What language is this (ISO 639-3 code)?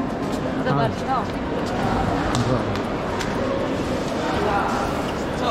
pol